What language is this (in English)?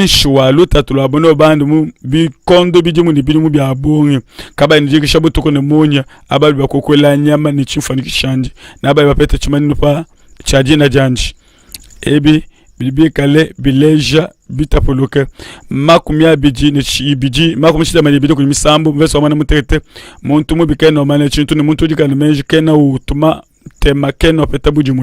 Luba-Lulua